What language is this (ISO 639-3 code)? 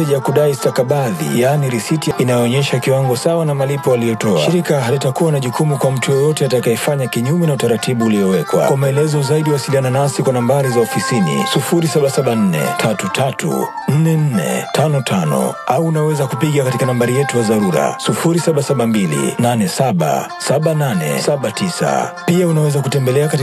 swa